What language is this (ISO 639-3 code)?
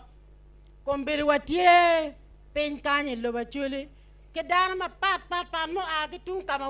ach